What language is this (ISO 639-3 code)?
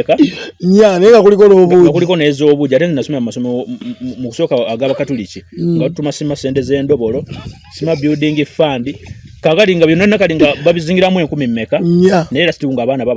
lug